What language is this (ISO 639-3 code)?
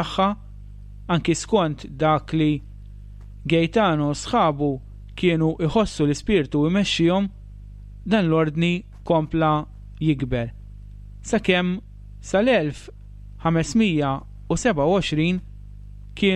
mlt